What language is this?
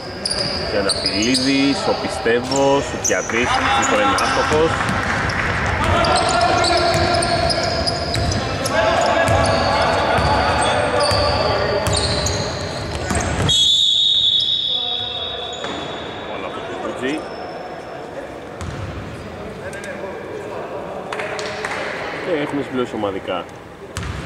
Greek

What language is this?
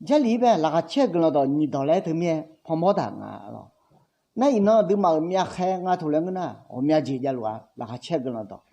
Akha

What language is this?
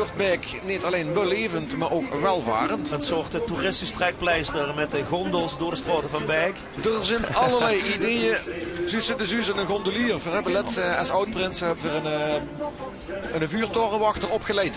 Limburgish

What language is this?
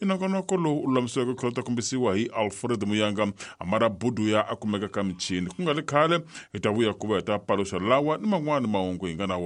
Tsonga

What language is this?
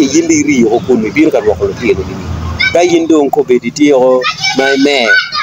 Acoli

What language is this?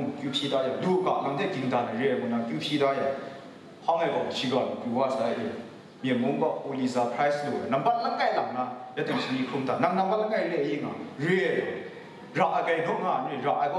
Kachin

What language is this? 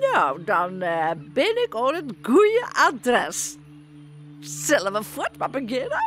Western Frisian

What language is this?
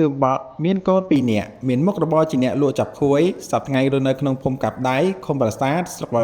Khmer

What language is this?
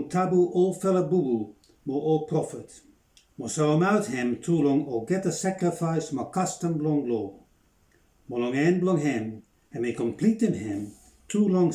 Bislama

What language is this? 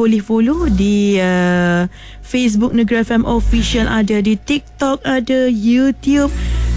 Malay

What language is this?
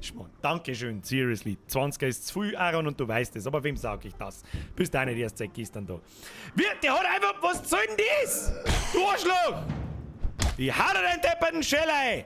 Bavarian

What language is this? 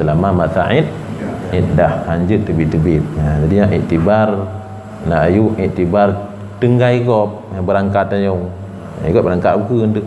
Achinese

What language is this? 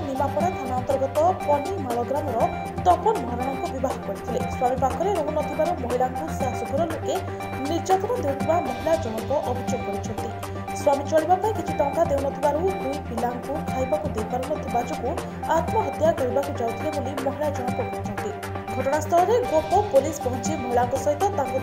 Odia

